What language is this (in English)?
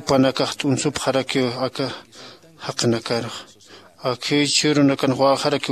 Aymara